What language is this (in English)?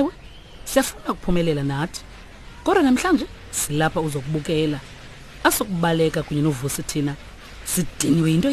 Xhosa